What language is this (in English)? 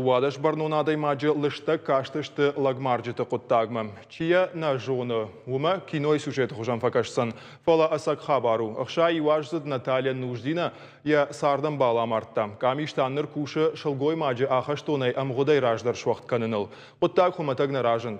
Ossetic